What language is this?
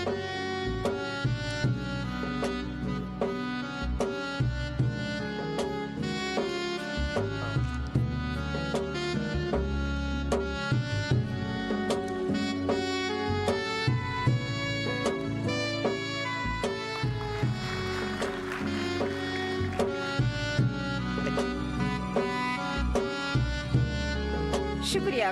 Divehi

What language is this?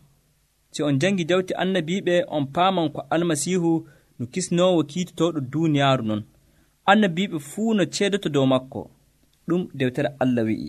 Nigerian Fulfulde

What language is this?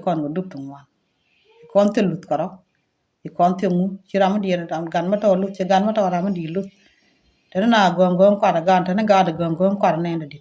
Nuer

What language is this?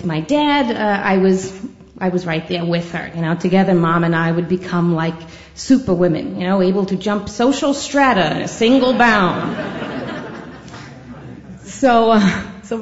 English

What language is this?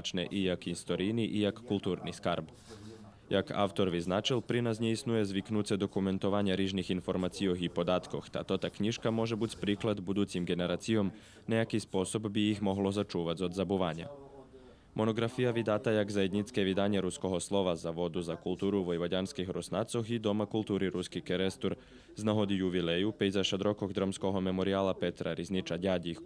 Rusyn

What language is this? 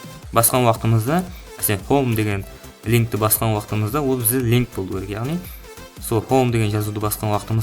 Kara-Kalpak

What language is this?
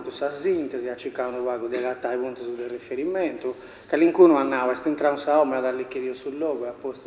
Sardinian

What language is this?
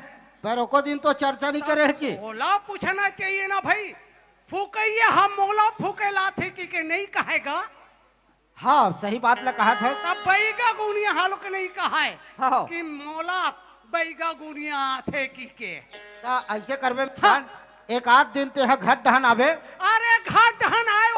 Chhattisgarhi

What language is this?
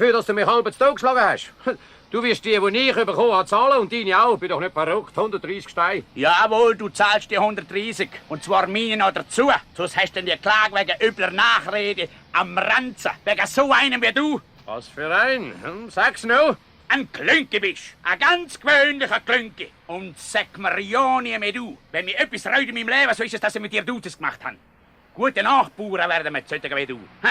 Swiss German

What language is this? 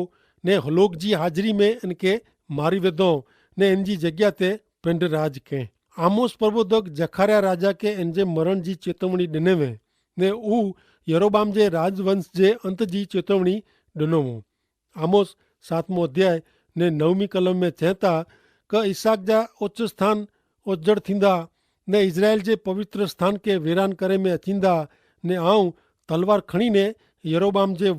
Kachhi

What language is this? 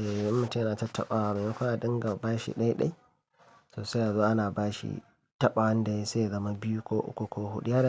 Hausa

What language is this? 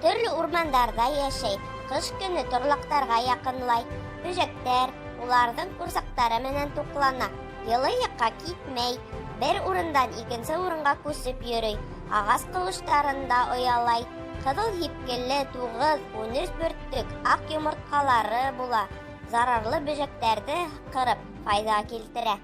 Bashkir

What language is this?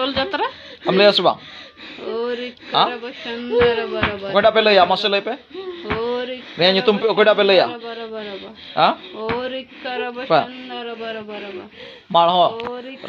Santali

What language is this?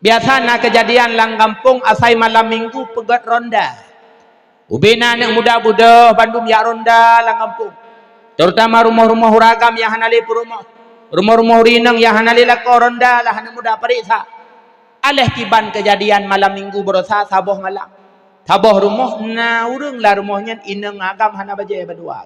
Achinese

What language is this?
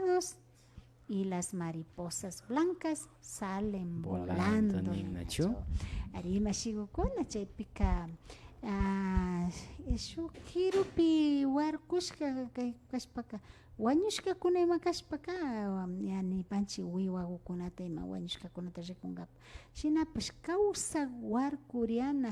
Imbabura Highland Quichua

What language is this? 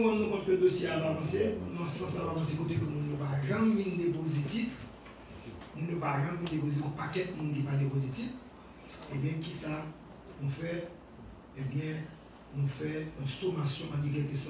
Haitian Creole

